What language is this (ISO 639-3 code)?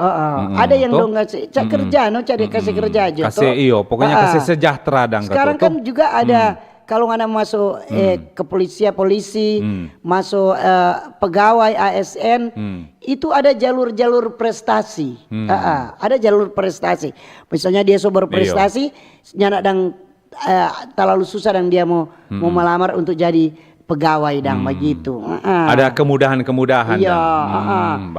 xmm